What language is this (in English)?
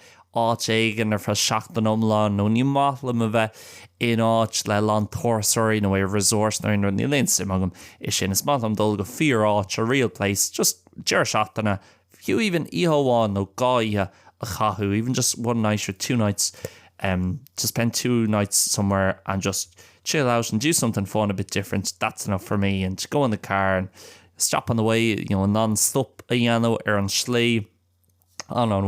Irish